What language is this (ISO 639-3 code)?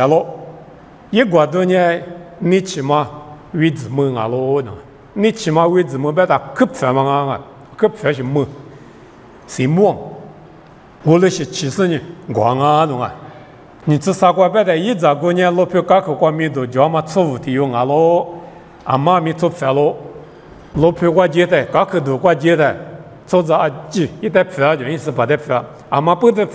lis